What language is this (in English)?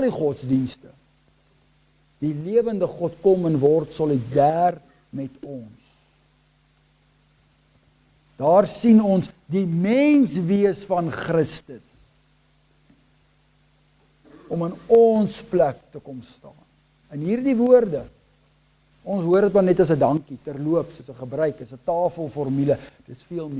Afrikaans